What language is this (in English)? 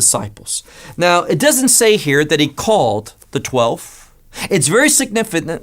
English